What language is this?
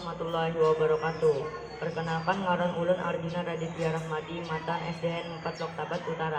Banjar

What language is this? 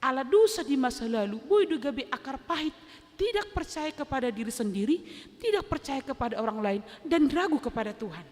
Batak Toba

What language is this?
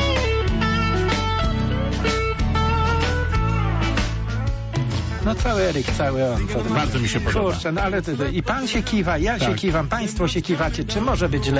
Polish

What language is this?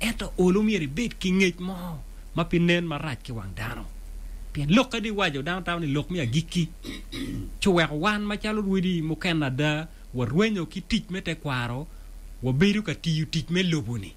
Acoli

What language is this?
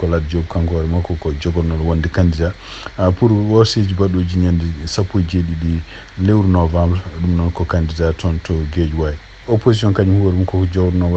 Fula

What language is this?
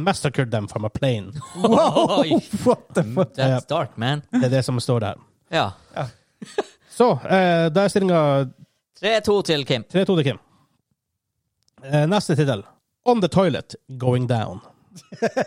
Norwegian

